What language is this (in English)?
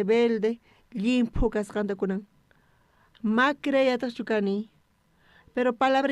South Bolivian Quechua